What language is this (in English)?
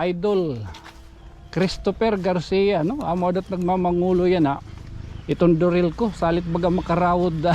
Waray